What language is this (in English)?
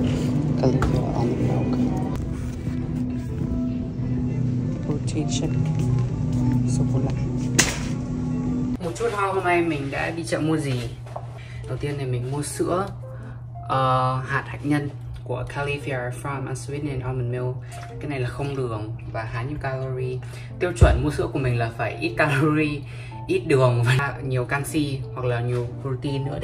Vietnamese